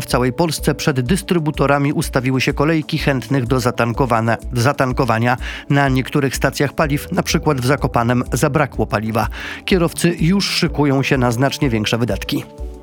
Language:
Polish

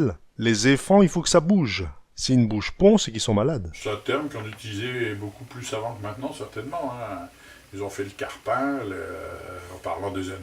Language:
Picard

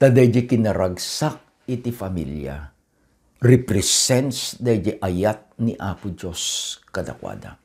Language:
Iloko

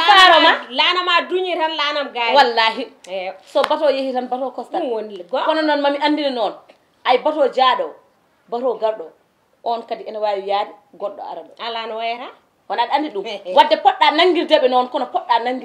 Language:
Fula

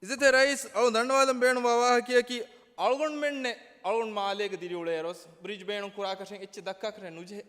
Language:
Divehi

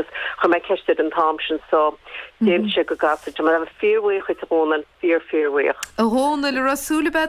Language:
Irish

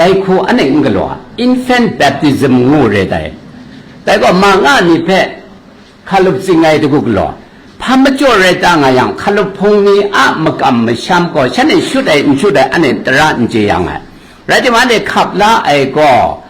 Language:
Kachin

